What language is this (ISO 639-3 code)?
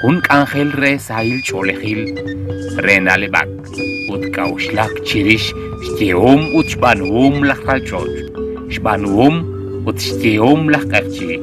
kek